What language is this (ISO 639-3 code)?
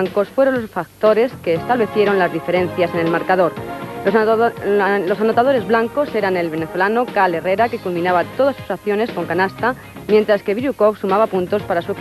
spa